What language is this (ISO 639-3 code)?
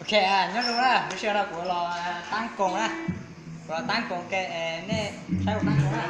hmn